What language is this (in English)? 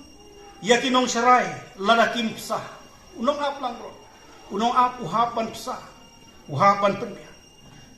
Khasi